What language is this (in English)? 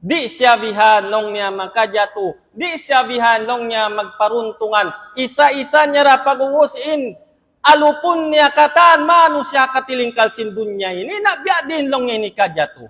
Tausug